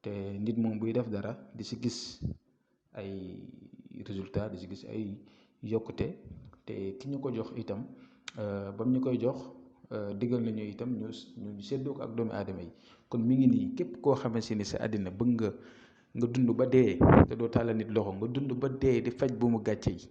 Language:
Wolof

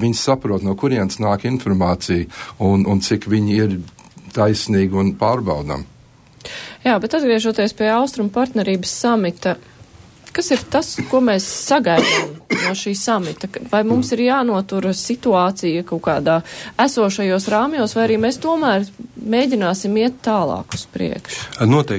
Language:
Latvian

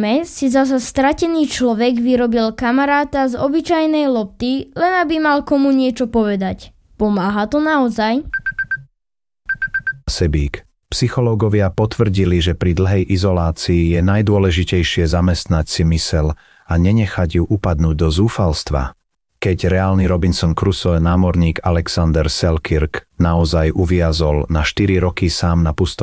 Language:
Slovak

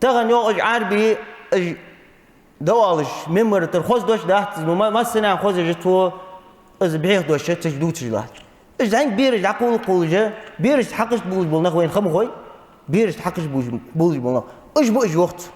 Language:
Ingush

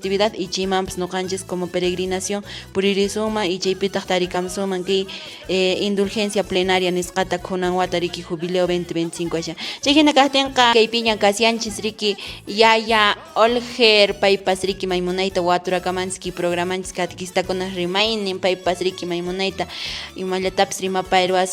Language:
Quechua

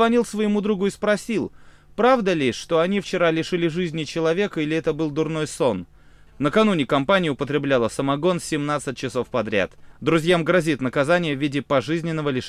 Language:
Russian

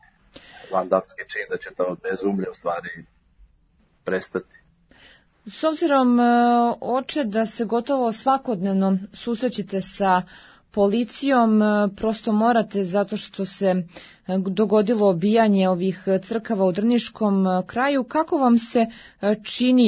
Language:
Serbian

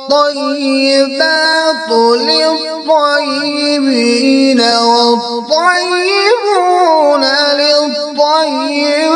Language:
Kashmiri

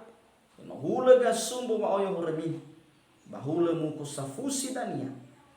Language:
Nias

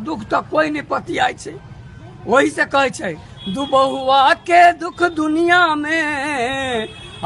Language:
Maithili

